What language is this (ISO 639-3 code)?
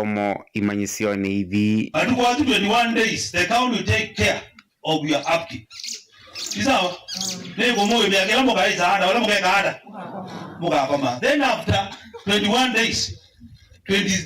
kam